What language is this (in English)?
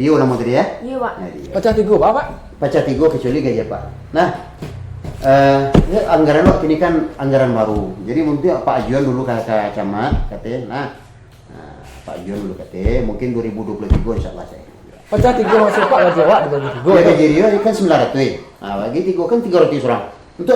Minangkabau